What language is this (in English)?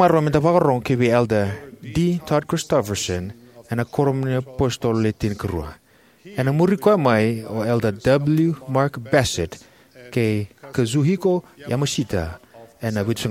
Fijian